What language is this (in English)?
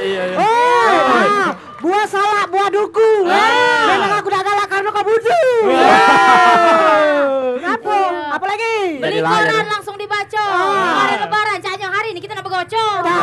Musi